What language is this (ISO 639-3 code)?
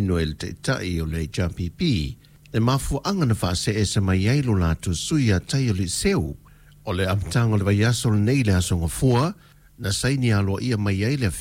smo